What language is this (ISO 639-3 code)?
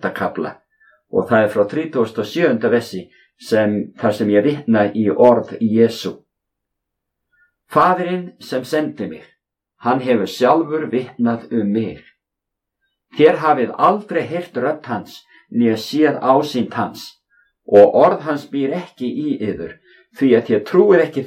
isl